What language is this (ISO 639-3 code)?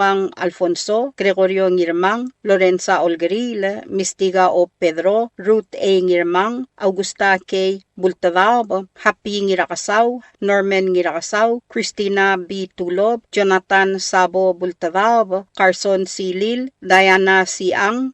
pau